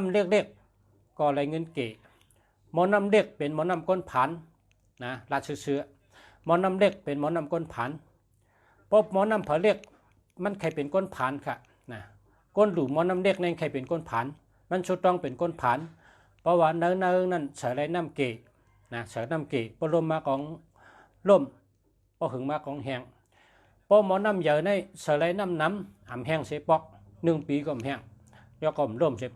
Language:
Shan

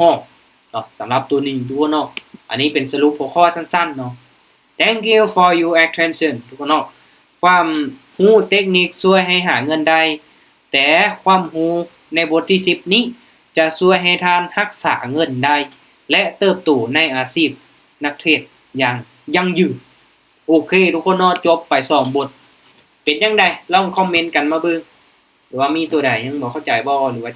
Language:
Lao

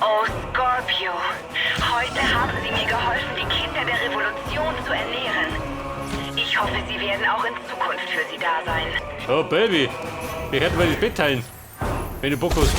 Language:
Bavarian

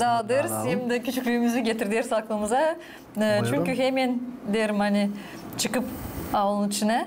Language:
Gagauz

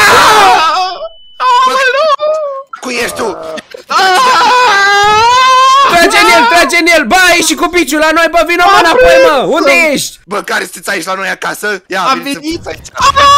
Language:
Romanian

